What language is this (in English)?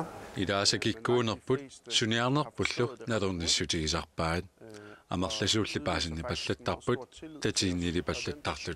Kalaallisut